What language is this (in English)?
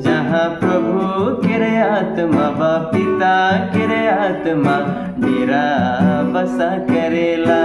Sadri